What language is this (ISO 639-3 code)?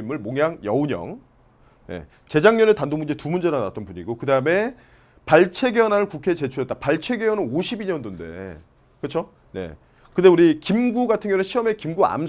kor